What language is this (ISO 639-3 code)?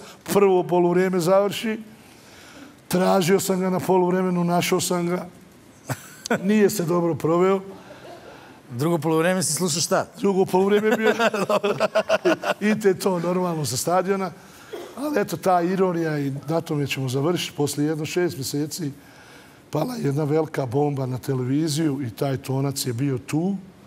srp